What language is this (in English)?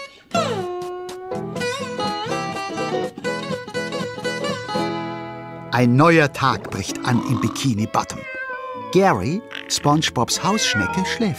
German